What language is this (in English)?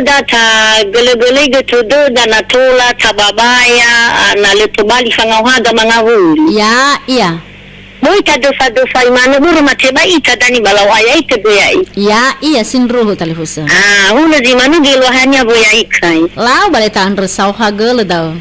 Nias